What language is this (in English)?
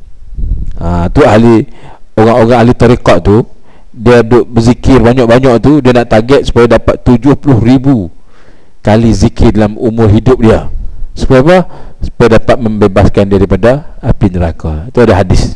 Malay